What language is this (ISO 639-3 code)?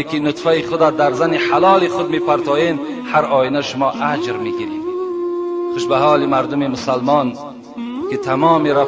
tgk